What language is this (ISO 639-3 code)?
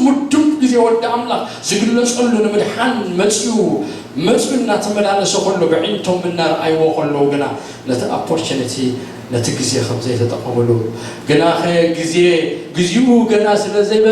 tir